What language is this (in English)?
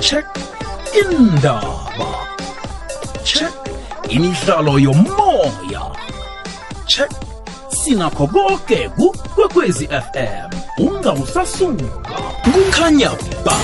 South Ndebele